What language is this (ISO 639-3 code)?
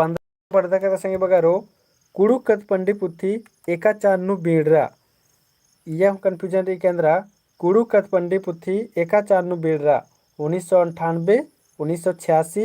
kru